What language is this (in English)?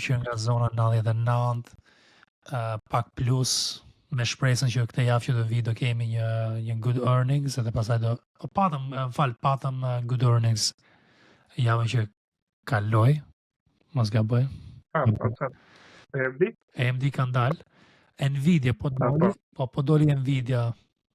Albanian